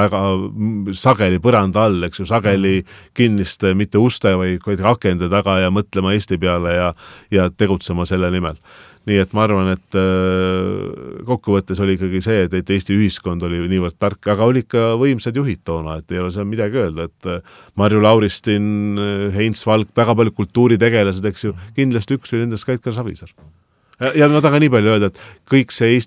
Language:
Estonian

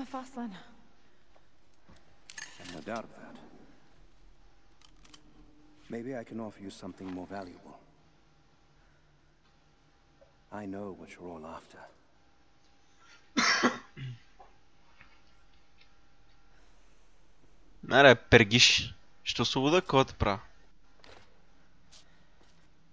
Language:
Bulgarian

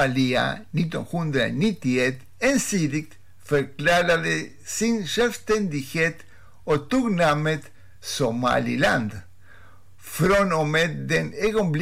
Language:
Swedish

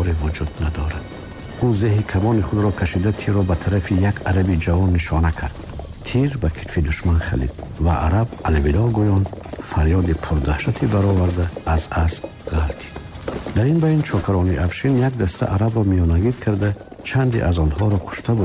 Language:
Tajik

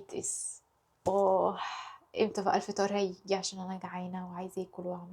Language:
Egyptian Arabic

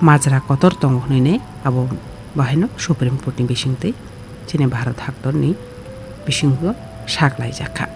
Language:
Kok Borok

